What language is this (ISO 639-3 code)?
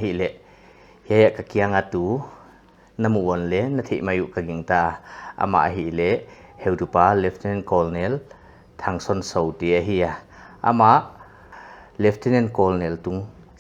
pck